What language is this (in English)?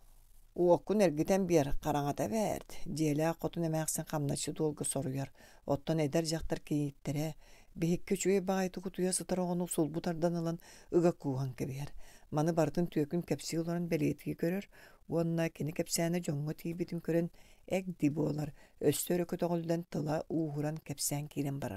Yakut